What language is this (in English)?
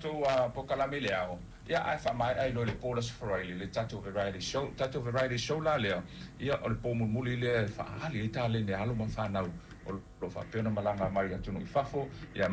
Samoan